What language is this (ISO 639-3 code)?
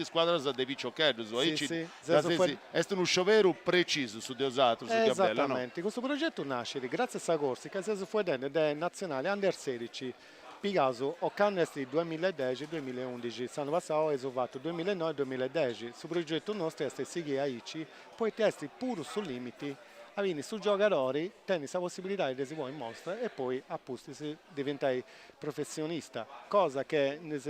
srd